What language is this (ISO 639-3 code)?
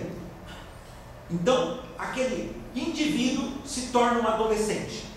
por